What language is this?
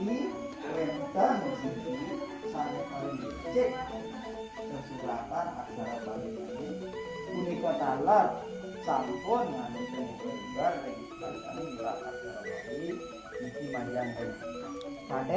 Balinese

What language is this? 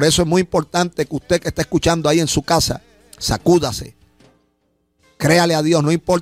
Spanish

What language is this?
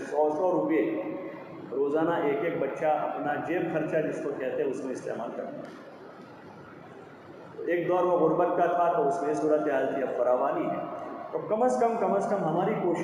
Urdu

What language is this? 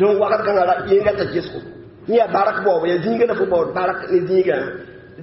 Mossi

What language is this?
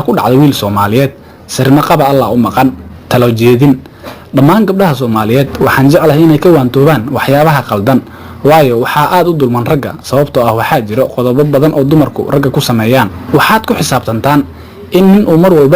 Somali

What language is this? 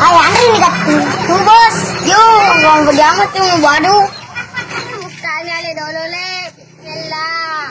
Buginese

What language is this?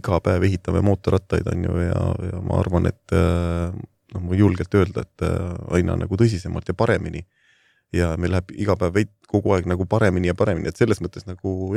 Estonian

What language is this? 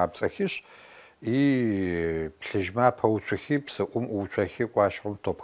Adyghe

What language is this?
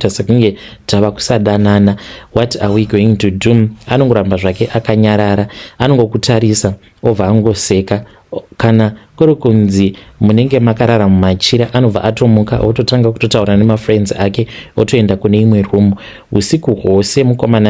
Shona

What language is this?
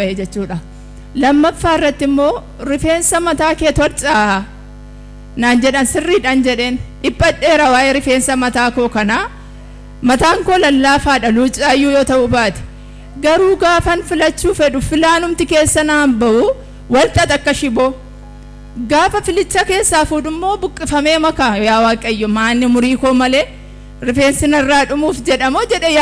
Oromo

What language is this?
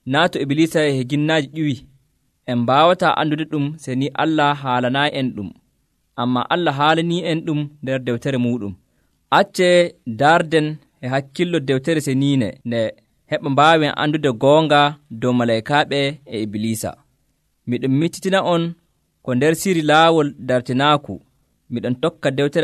Nigerian Fulfulde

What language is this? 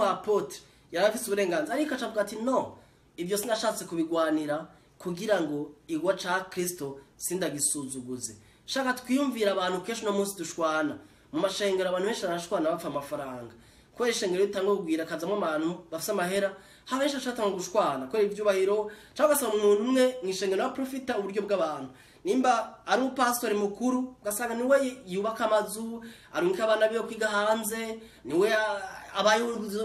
Rundi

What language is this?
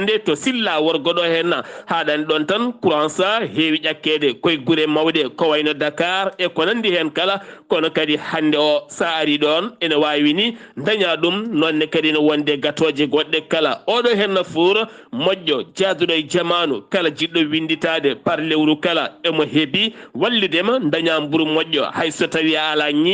Fula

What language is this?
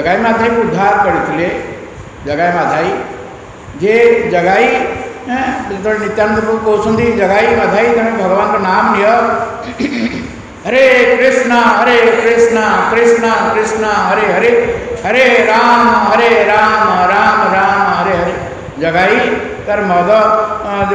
Odia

